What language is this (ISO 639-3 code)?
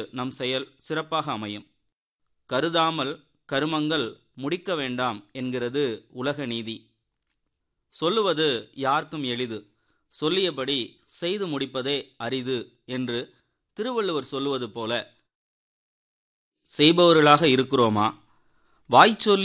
tam